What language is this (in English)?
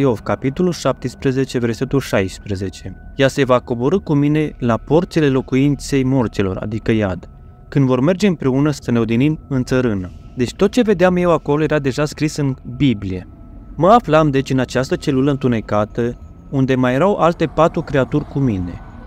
Romanian